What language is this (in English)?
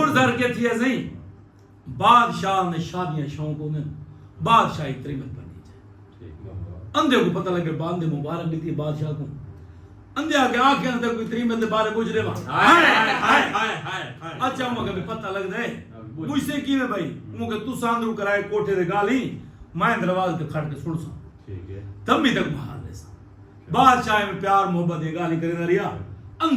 Saraiki